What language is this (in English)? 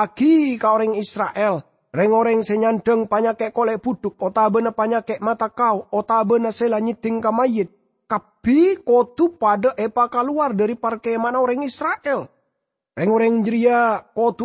Madurese